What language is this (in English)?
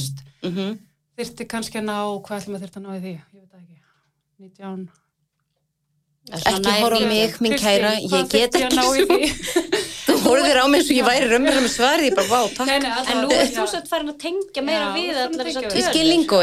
Icelandic